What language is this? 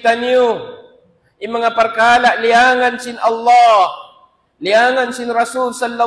Tausug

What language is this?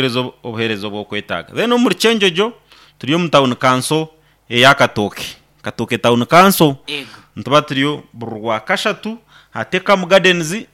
Nyankole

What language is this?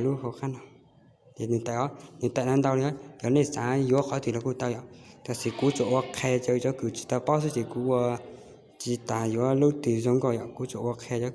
Hmong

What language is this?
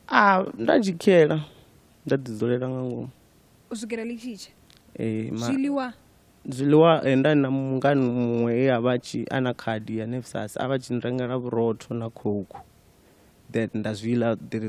Venda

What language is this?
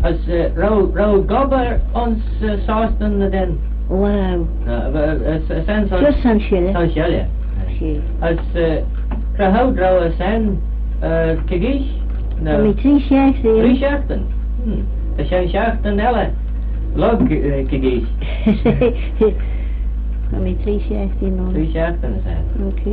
Manx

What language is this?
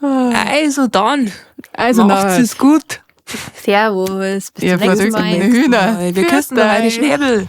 Bavarian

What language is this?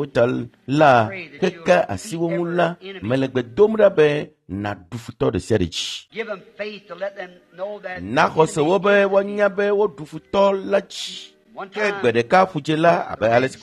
Ewe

